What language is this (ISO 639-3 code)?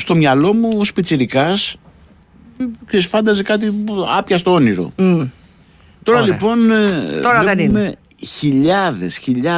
ell